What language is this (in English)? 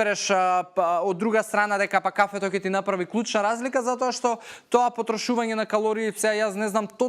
Macedonian